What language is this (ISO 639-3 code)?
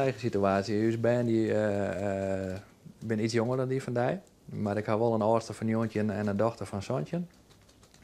fry